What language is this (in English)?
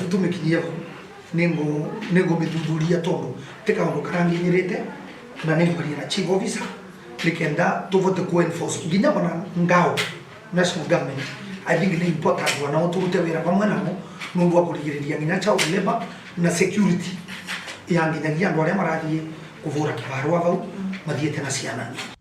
Meru